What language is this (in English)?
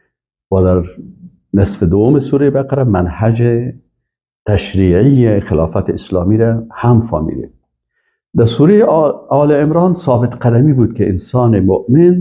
Persian